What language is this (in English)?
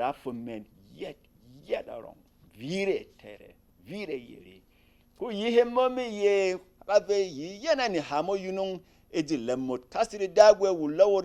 Berom